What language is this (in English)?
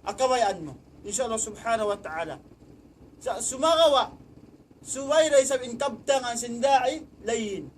Tausug